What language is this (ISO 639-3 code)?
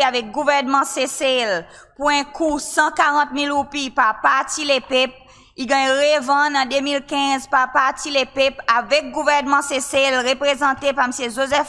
crs